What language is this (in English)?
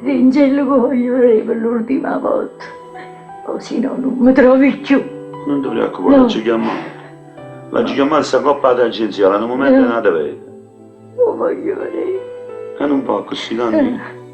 Neapolitan